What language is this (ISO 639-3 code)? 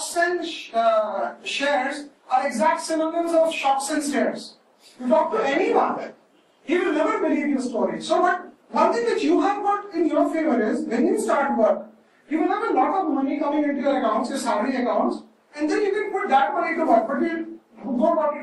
eng